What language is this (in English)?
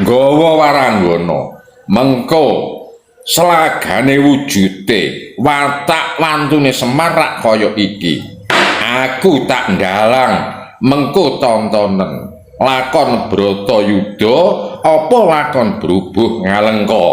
Javanese